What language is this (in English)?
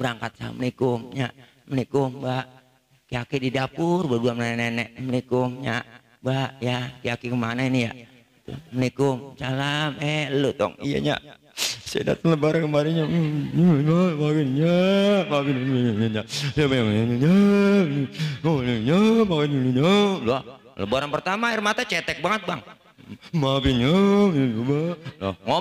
Betawi